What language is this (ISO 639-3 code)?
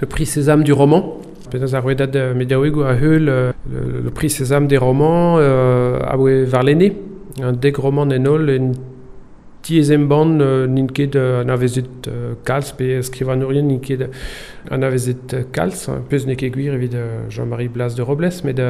bre